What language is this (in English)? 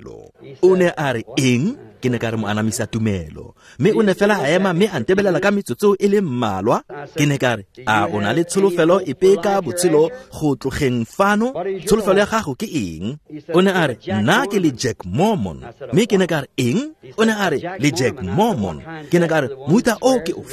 Tswana